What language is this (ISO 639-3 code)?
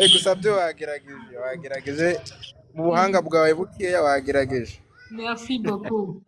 kin